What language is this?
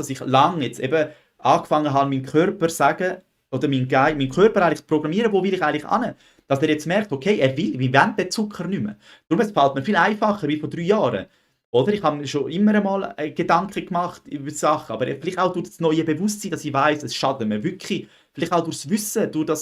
Swiss German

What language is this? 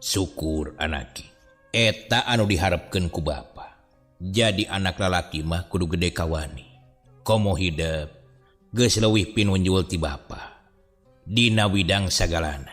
Sundanese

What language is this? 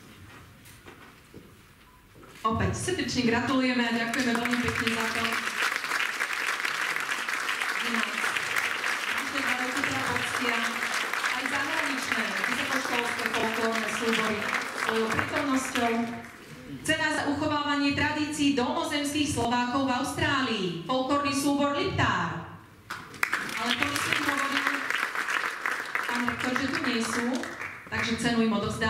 Slovak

